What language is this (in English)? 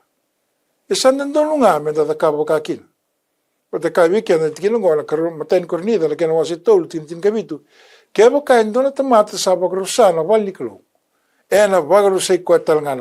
Fijian